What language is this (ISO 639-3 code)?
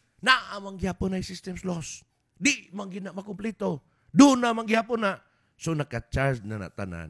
ceb